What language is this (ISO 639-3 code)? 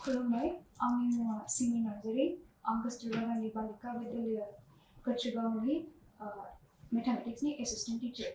brx